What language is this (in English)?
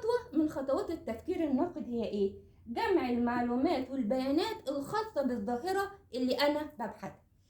Egyptian Arabic